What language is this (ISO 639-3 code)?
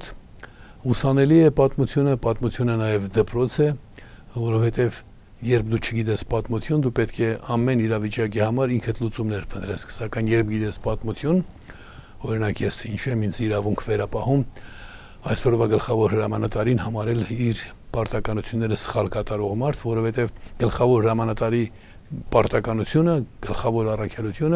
hye